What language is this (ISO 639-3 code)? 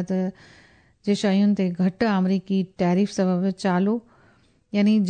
snd